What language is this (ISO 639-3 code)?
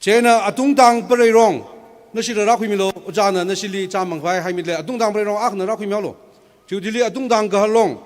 nmf